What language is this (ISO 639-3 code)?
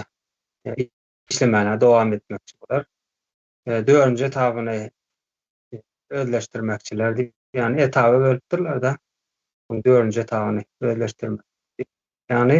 tuk